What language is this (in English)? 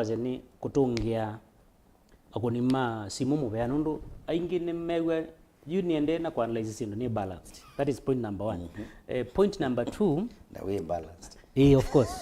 Kamba